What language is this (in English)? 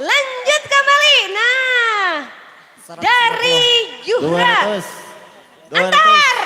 Banjar